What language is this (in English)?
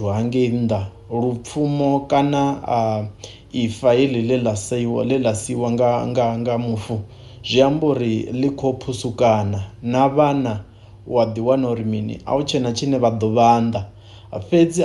Venda